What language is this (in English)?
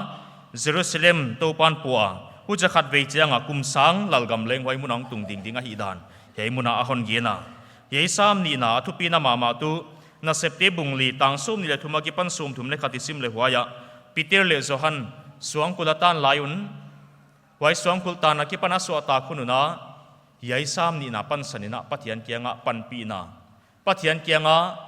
Paite Chin